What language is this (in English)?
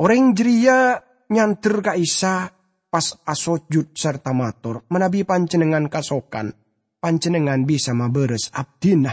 Madurese